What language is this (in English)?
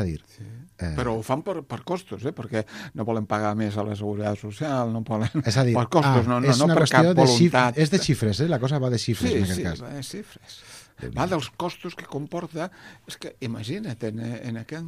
Catalan